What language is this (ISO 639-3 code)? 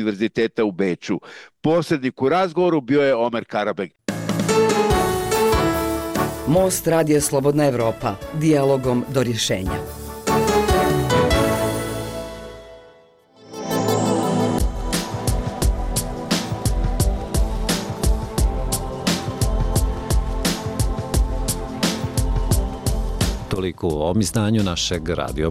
bos